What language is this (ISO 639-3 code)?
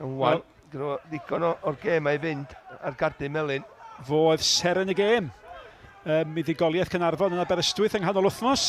cym